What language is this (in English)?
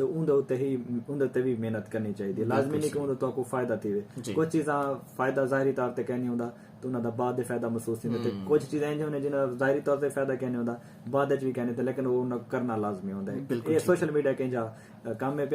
Saraiki